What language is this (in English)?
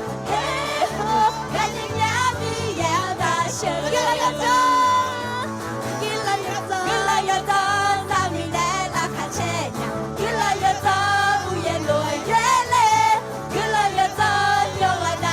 Akha